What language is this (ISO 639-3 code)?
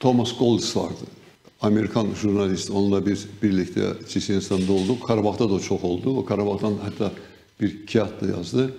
gag